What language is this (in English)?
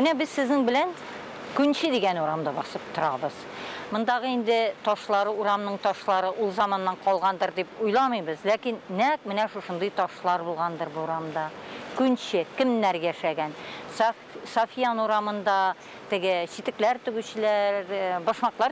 Tatar